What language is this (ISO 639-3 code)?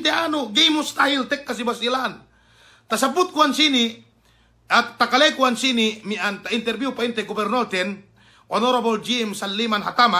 yka